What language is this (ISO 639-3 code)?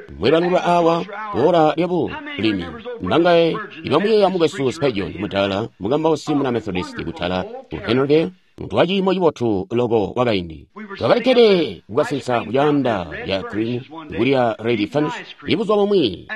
toi